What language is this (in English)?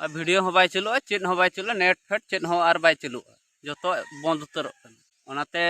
Santali